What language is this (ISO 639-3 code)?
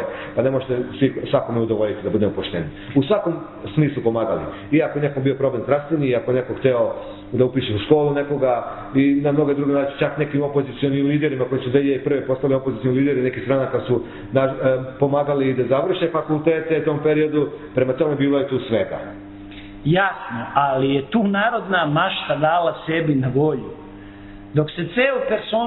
srp